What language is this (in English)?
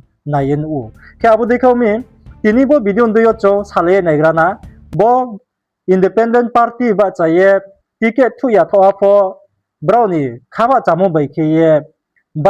Riang (India)